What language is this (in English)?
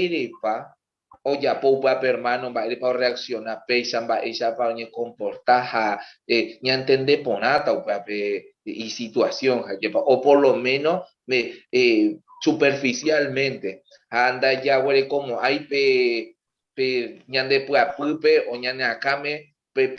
Guarani